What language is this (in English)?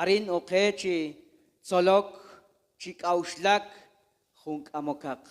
Kekchí